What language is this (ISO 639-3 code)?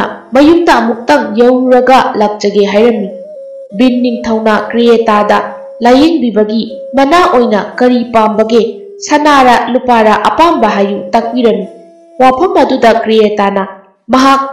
mni